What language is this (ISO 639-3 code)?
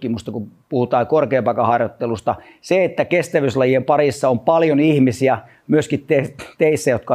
fin